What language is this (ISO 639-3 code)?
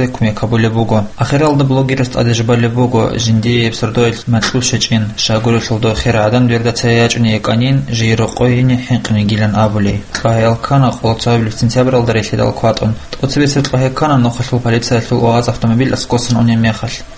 ava